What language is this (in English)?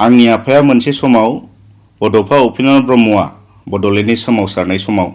Bodo